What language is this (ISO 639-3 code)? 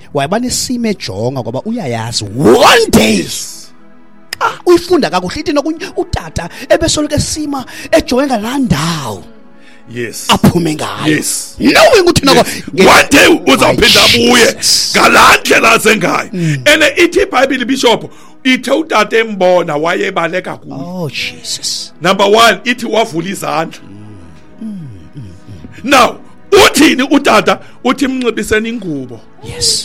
xho